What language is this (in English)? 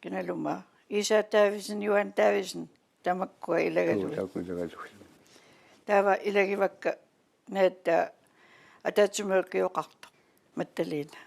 Kalaallisut